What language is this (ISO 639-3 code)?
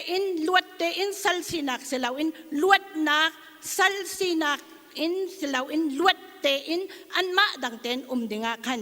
cnh